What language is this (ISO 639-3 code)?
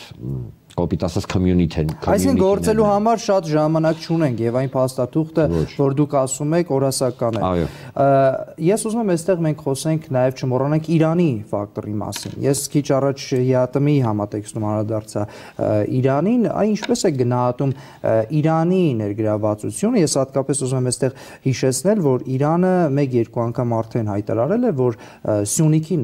hye